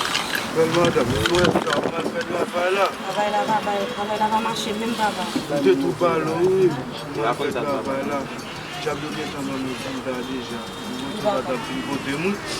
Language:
Haitian Creole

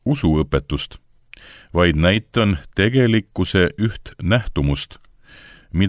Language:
Estonian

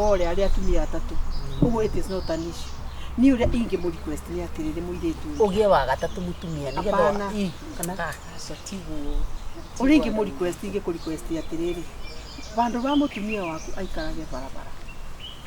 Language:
Kikuyu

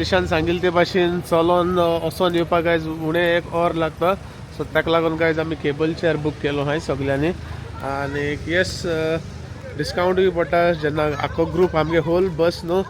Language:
Konkani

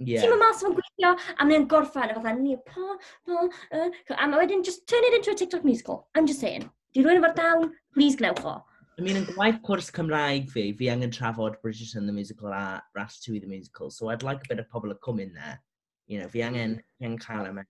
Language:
Welsh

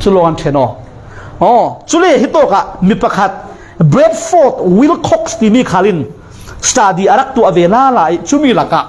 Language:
Falam Chin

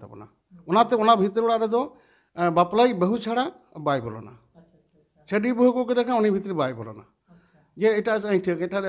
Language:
Santali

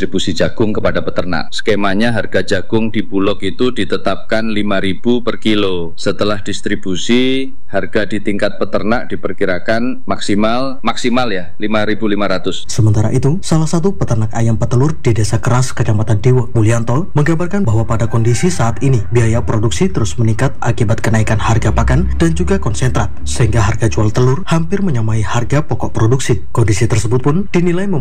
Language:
Indonesian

